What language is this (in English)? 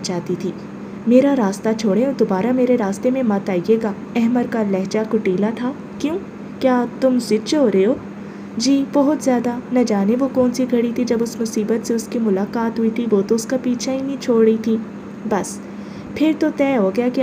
Urdu